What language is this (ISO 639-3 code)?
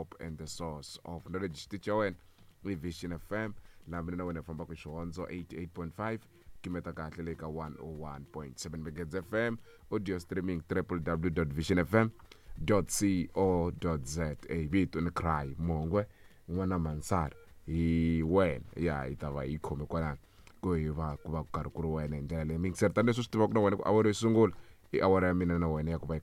tso